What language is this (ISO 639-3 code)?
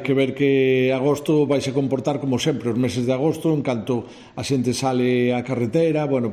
glg